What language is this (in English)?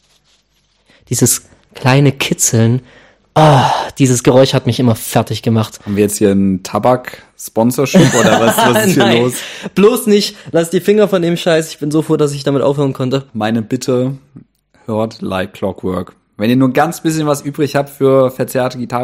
German